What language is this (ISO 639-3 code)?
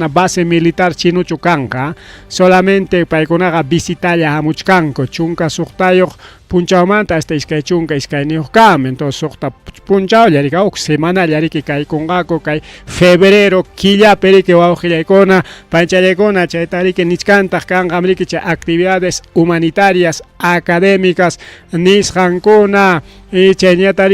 quy